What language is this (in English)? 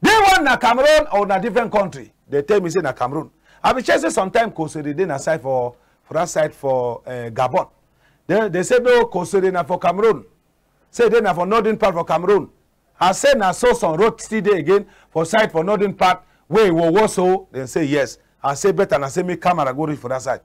Cameroon Pidgin